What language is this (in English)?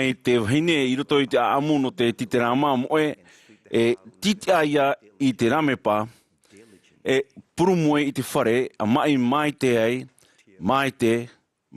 Tahitian